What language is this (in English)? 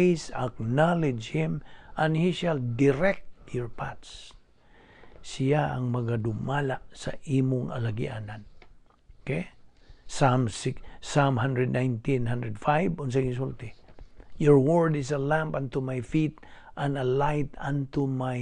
Cebuano